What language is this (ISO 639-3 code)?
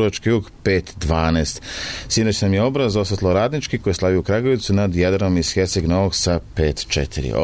srp